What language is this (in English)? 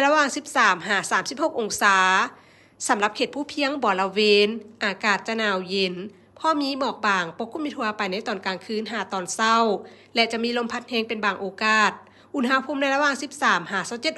Lao